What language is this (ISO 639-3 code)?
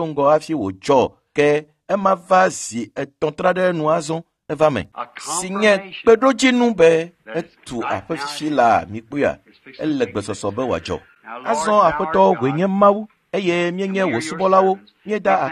ewe